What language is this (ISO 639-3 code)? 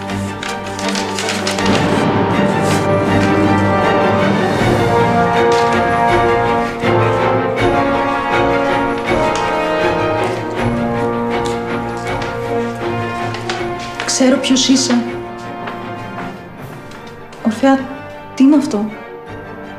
ell